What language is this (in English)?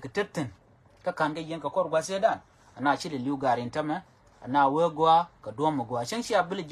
Nuer